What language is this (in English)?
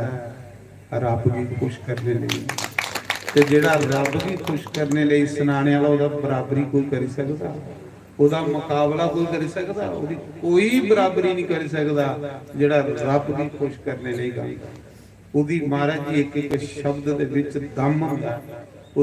Dogri